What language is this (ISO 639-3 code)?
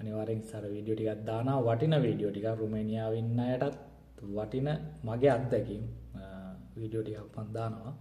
sin